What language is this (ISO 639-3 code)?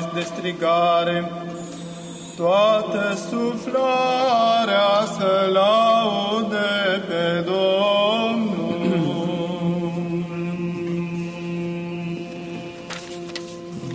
ron